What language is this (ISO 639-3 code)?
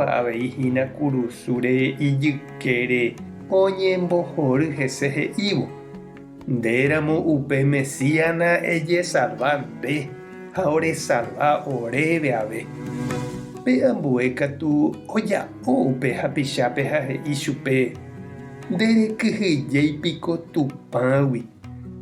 grn